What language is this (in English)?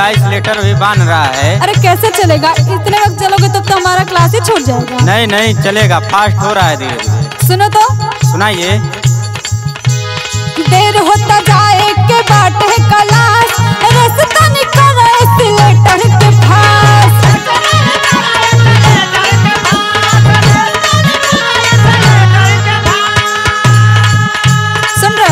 Bhojpuri